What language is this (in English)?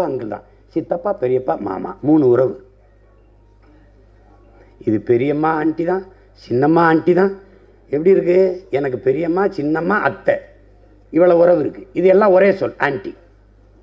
Tamil